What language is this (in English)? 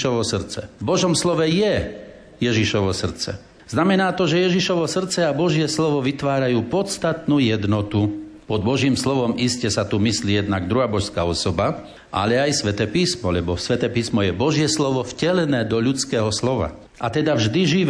Slovak